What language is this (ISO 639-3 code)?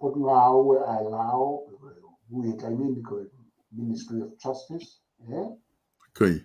ton